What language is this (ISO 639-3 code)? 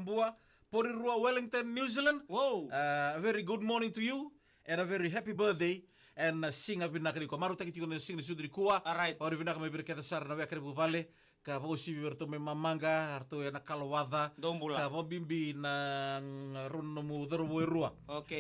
fij